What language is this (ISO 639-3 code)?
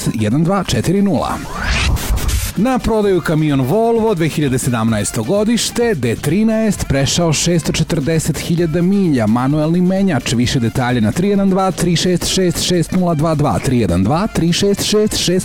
srp